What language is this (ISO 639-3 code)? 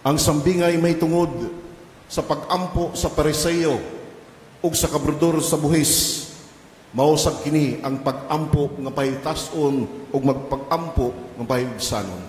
ceb